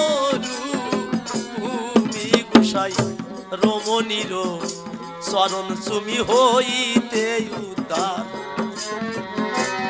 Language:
Bangla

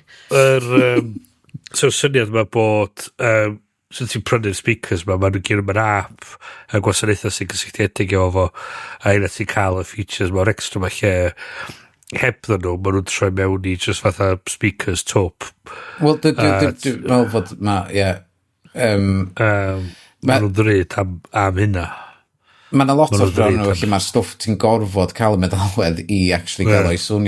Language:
Welsh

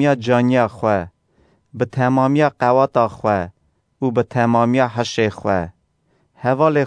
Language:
Kurdish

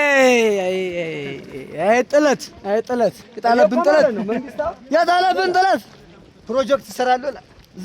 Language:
Amharic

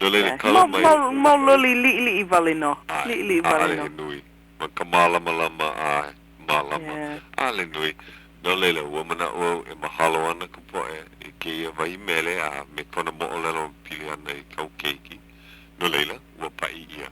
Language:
Hawaiian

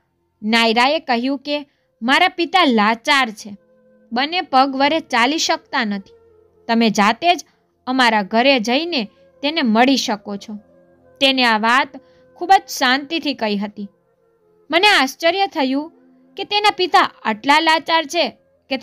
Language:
Gujarati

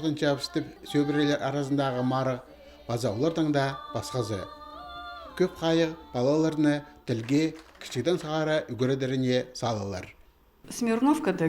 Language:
Khakas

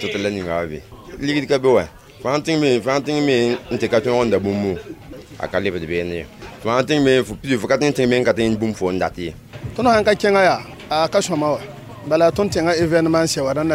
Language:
Mossi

